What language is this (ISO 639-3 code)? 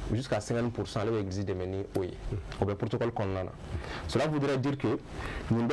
bam